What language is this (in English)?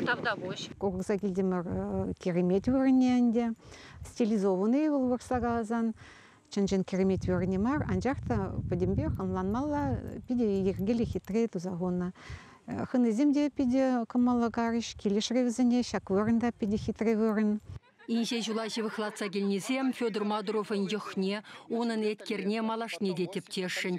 Chuvash